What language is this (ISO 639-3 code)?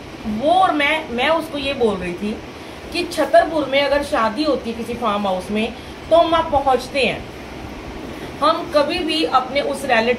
hin